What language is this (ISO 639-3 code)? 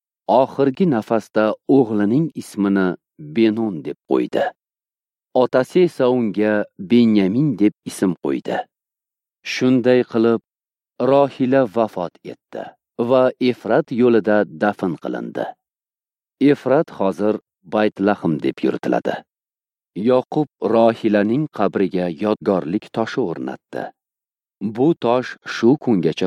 uzb